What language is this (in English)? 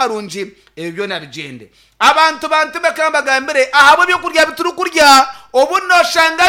Nyankole